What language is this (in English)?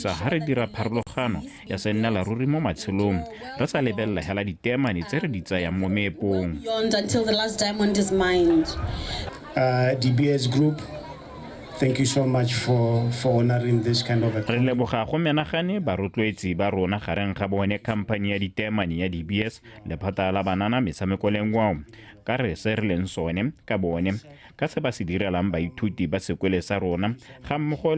Tswana